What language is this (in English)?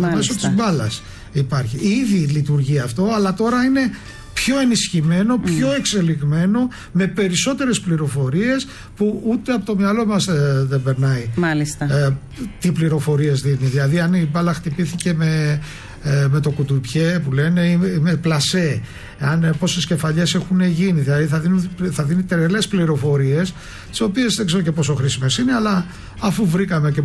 Greek